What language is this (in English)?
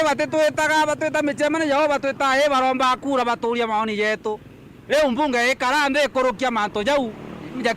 Meru